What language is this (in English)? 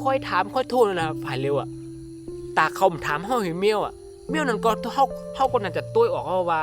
Shan